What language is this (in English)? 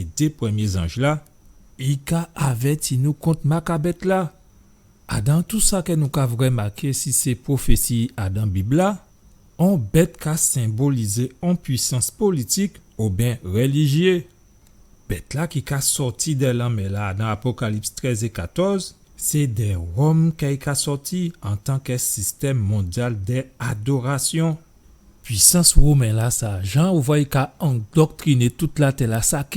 Guadeloupean Creole French